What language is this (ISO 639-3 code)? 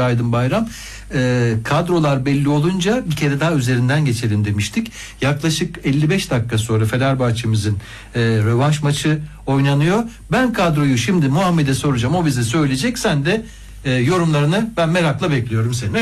tur